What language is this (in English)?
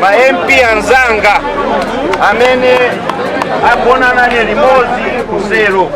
Nyanja